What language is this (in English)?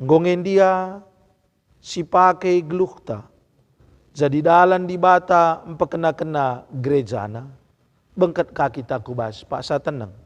Batak Karo